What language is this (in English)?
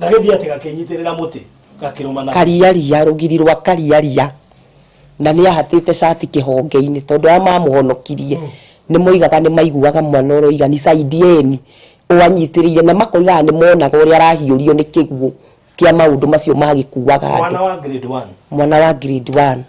Kikuyu